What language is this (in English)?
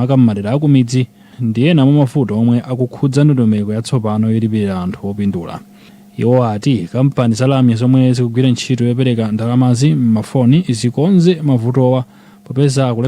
Nyanja